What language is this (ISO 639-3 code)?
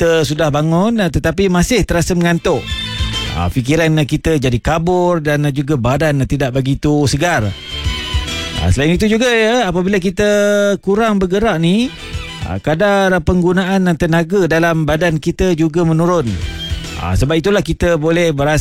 msa